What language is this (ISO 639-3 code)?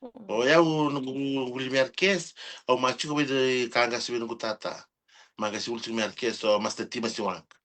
fij